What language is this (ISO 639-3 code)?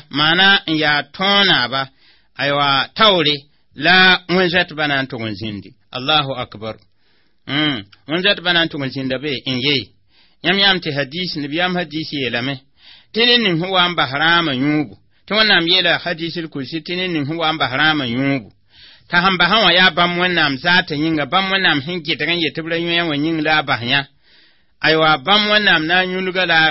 mos